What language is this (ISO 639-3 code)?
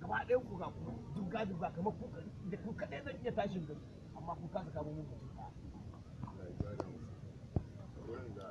hau